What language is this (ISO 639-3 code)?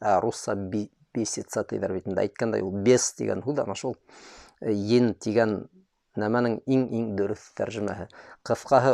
bak